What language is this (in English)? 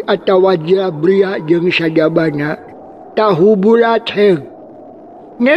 Sundanese